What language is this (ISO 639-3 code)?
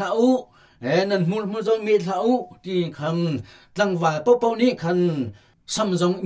cnh